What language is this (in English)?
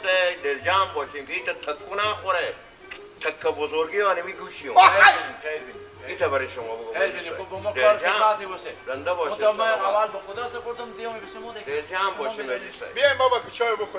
Persian